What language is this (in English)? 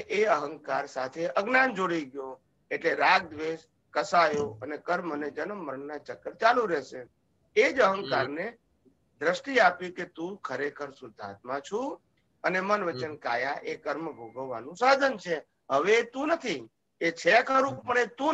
Gujarati